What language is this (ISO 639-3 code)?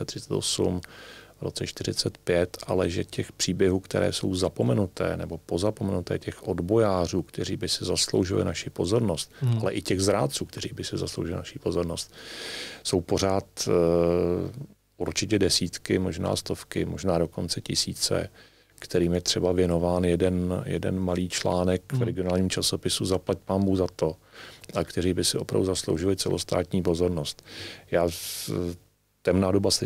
ces